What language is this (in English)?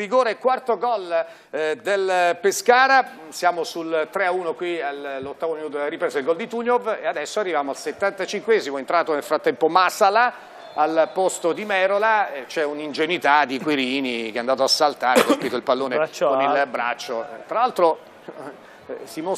Italian